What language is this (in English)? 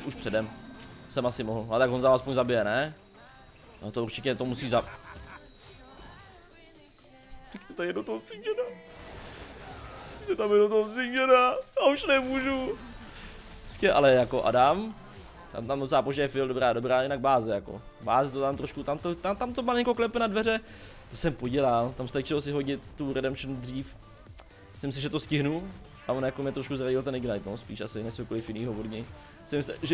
Czech